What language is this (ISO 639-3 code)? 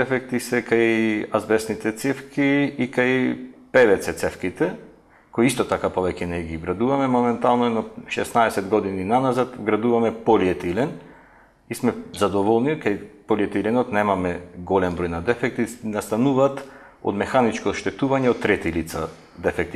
mkd